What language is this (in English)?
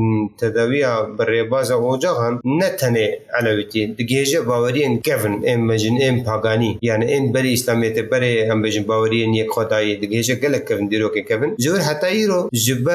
Kurdish